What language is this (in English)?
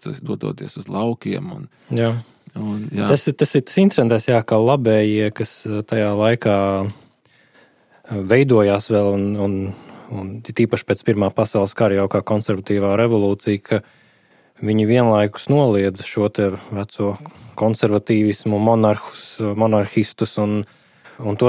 Latvian